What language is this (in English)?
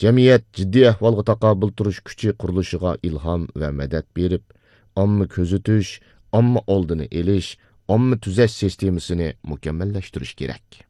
Uyghur